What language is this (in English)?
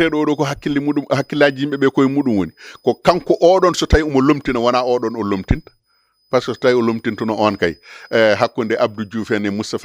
Fula